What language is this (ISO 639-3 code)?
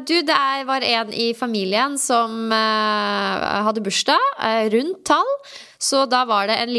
nor